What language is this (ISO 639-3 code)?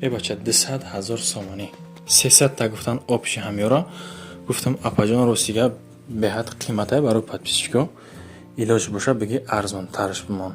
tgk